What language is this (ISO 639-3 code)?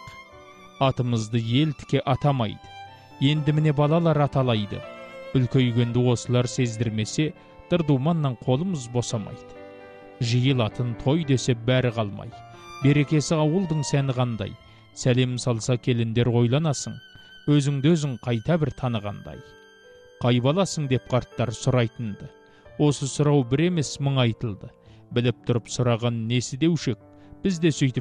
kaz